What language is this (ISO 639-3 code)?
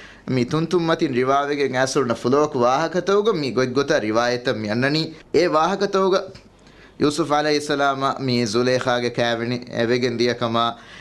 div